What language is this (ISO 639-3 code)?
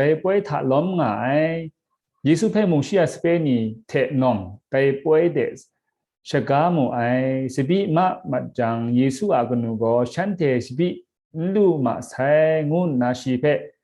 kac